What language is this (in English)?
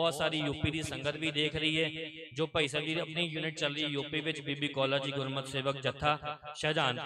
Punjabi